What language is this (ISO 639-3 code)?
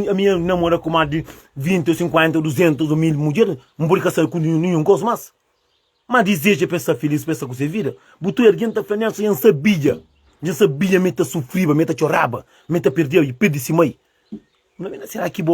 kea